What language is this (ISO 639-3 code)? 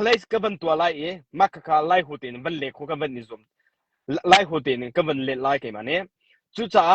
cnh